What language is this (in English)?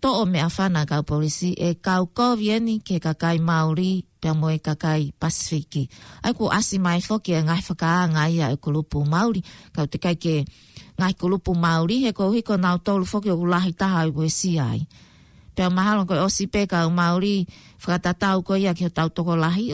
Tongan